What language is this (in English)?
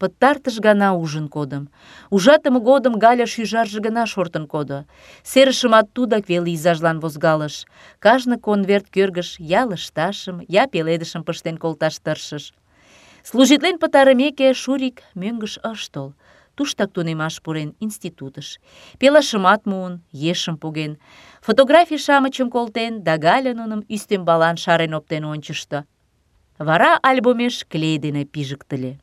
Mari